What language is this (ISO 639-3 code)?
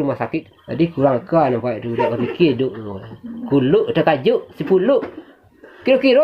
min